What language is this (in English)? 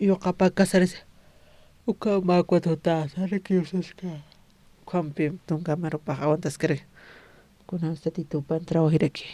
Aymara